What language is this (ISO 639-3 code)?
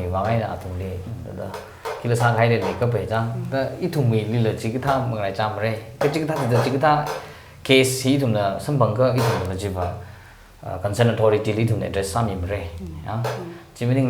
nmf